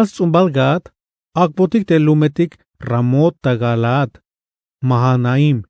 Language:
Tzeltal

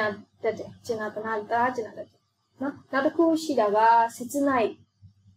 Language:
Burmese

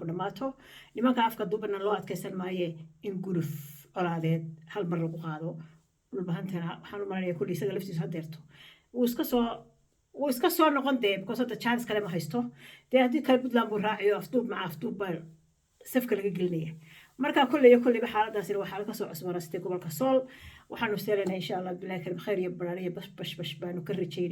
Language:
Somali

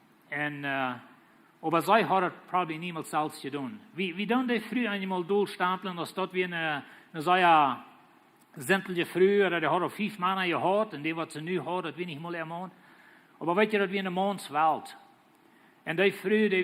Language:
Plautdietsch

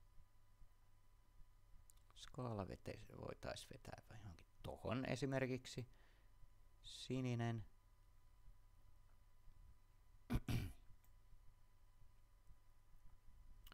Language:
Finnish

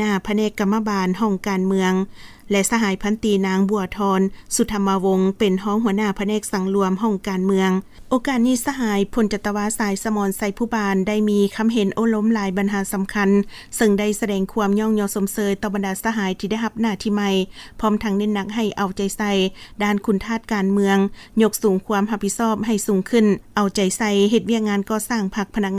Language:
Lao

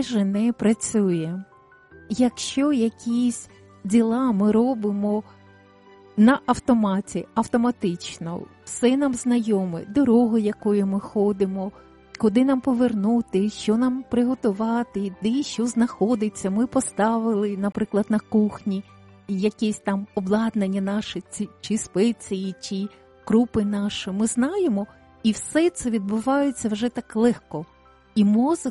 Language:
Ukrainian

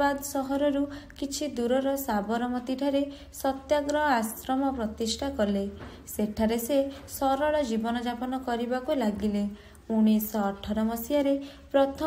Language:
Odia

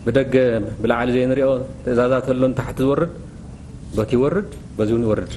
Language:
Tigrinya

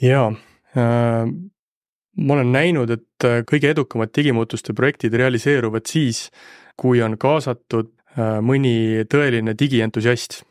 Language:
Estonian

